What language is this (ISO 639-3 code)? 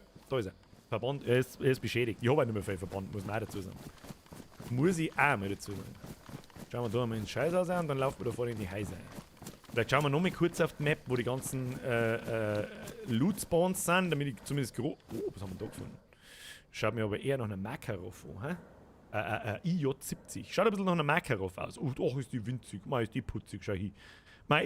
bar